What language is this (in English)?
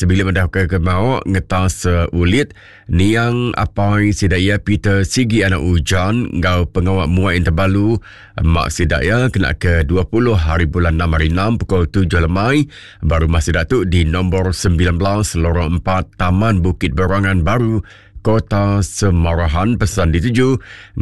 Iban